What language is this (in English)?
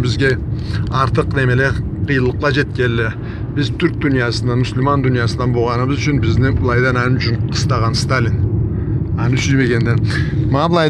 Karachay-Balkar